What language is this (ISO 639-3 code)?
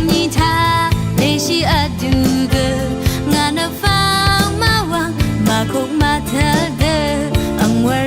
raw